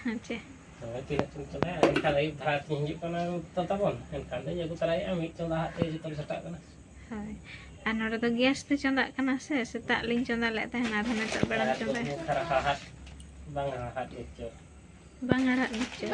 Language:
Santali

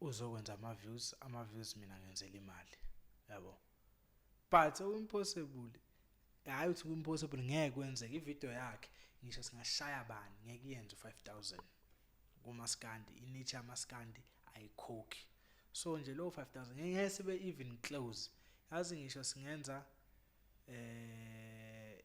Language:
Zulu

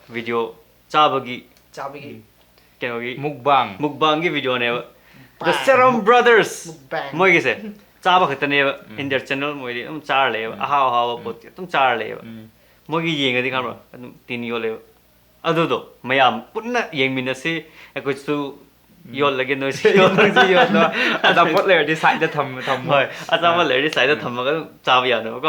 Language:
Manipuri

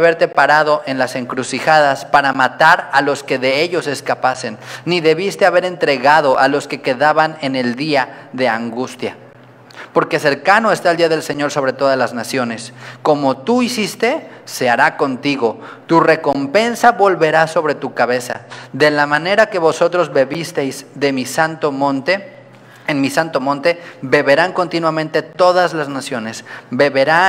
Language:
Spanish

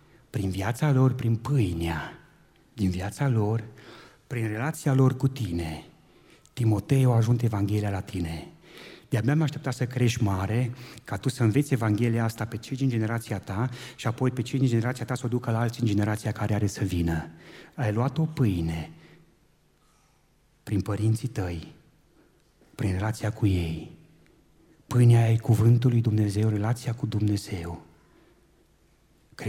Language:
Romanian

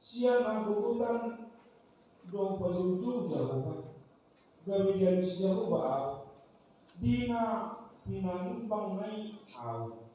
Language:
Batak Toba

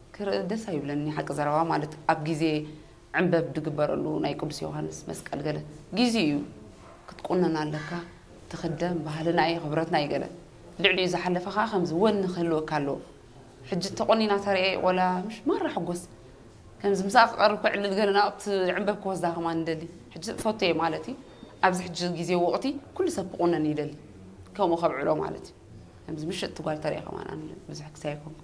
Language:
Tigrinya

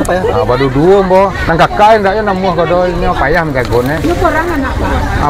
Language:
Minangkabau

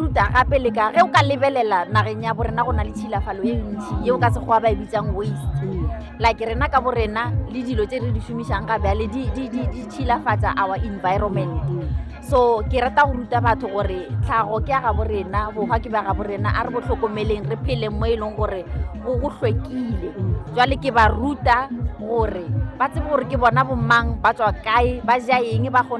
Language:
Northern Sotho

